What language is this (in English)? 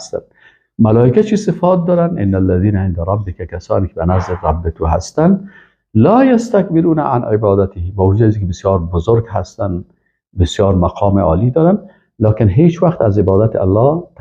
Persian